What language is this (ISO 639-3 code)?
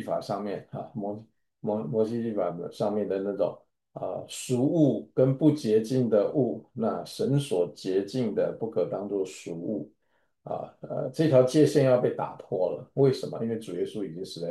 zho